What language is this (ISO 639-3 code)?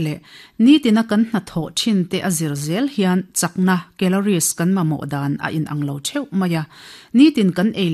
lus